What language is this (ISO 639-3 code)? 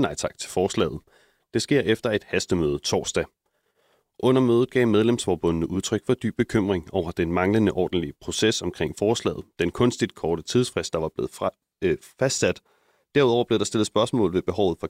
dan